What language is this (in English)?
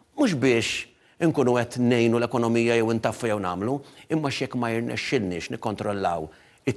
Maltese